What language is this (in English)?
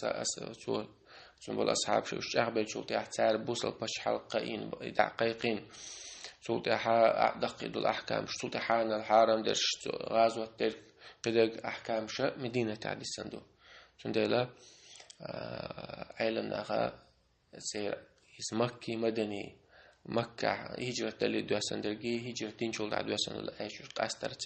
Chechen